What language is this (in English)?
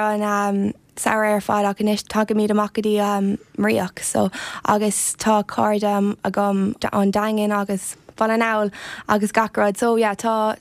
Irish